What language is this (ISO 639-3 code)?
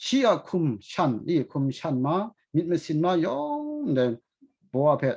kac